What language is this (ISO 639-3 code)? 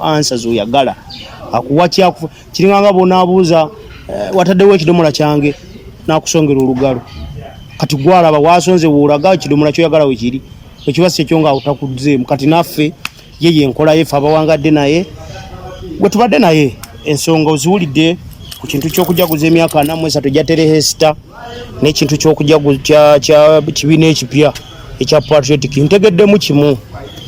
lug